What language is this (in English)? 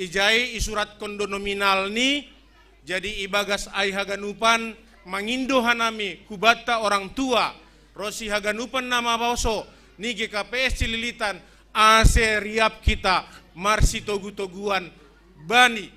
Batak Simalungun